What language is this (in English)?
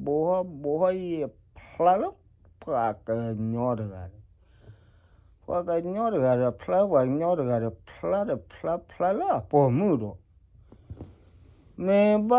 S'gaw Karen